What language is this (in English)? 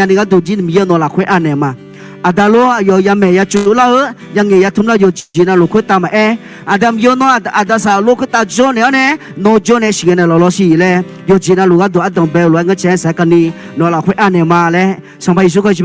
Akha